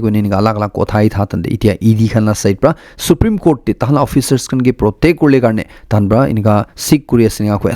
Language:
Naga Pidgin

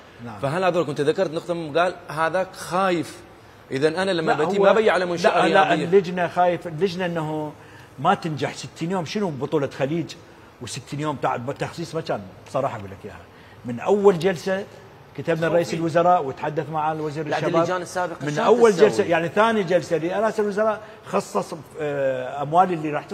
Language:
Mesopotamian Arabic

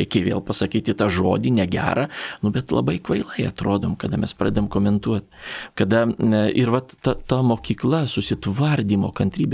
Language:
Lithuanian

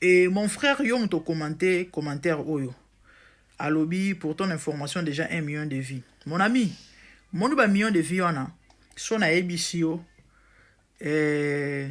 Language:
Lingala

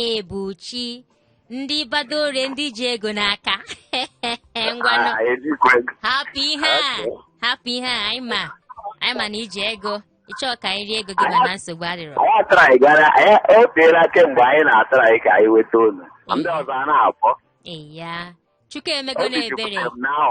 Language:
Igbo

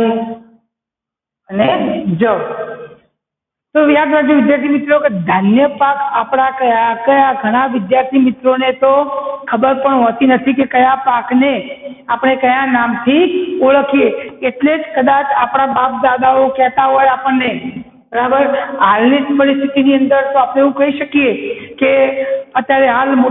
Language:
Gujarati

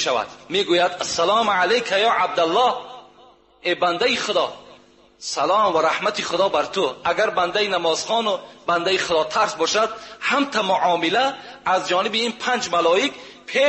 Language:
Tajik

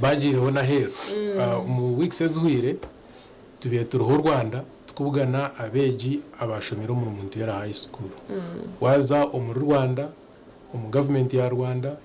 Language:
Nyankole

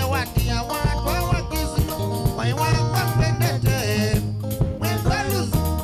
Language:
Kamba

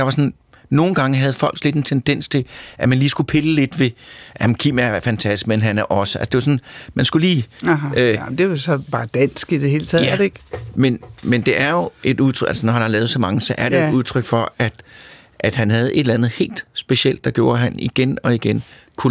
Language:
Danish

